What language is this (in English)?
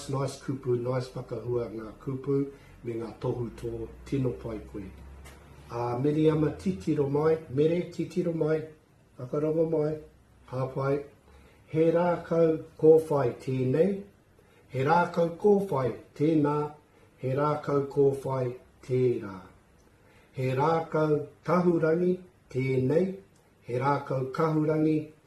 Māori